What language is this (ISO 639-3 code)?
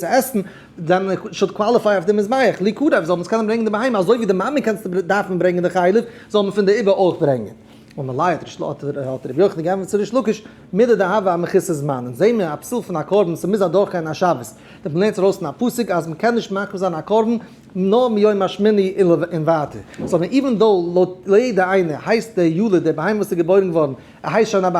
yid